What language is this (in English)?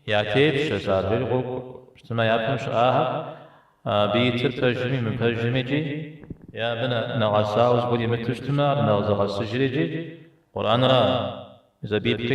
Kabardian